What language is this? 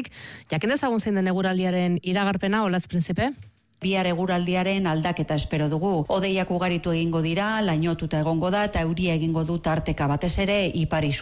Basque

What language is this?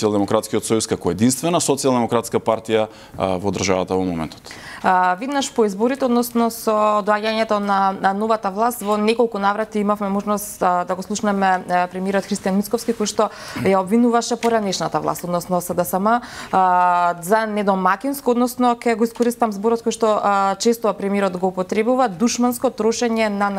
Macedonian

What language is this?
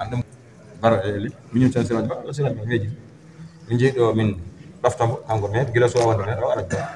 Fula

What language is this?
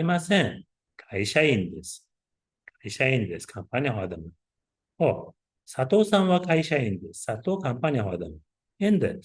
Uzbek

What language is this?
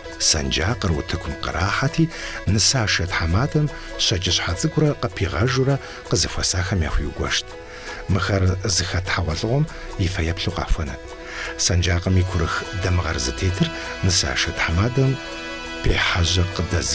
Kabardian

